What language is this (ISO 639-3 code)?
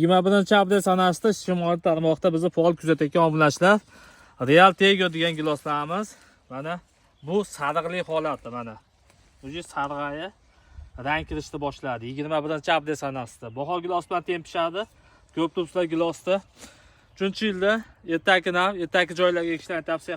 uzb